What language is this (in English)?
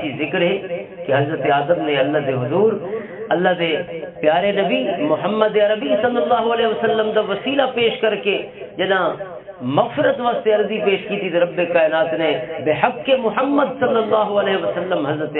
Western Panjabi